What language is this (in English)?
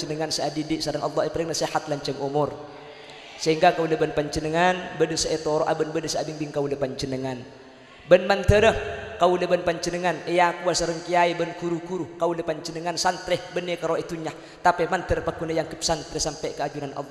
Madurese